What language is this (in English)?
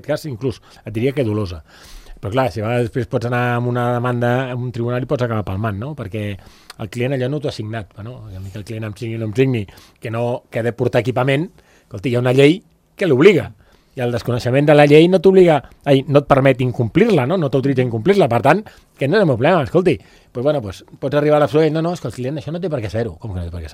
Catalan